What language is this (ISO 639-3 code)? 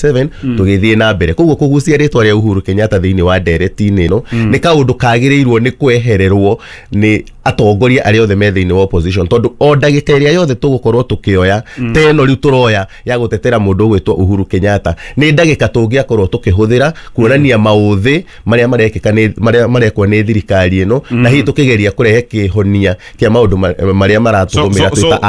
kik